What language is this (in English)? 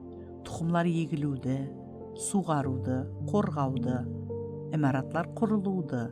Kara-Kalpak